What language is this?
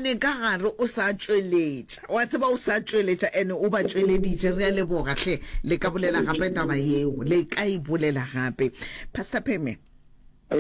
Northern Sotho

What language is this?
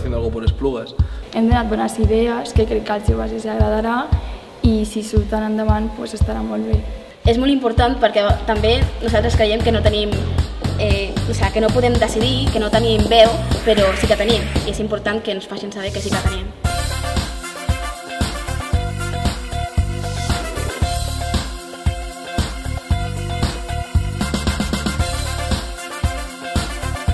Catalan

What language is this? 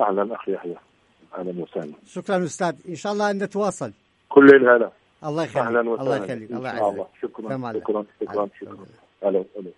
Central Kurdish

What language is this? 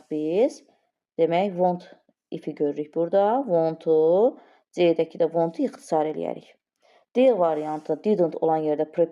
Azerbaijani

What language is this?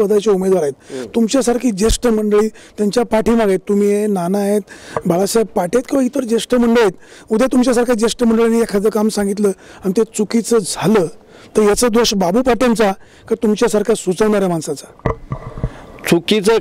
Marathi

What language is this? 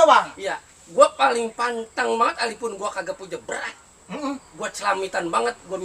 Betawi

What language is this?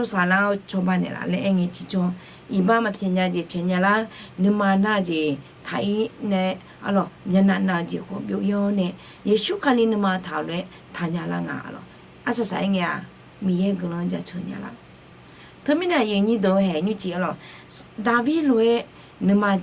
Akha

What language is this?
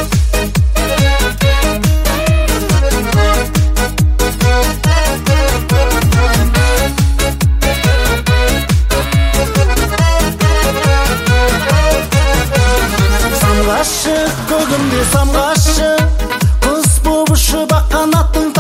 Kazakh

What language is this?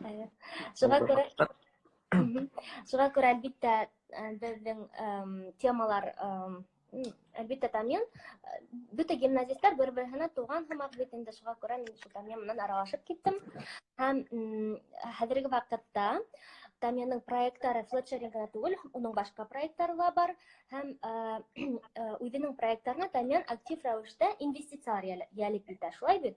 Bashkir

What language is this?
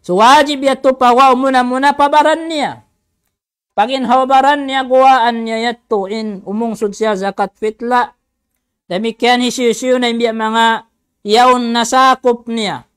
Tausug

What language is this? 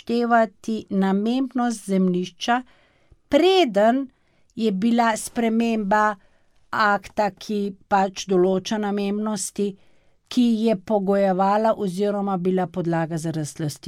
Slovenian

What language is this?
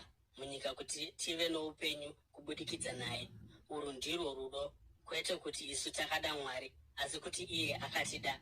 Shona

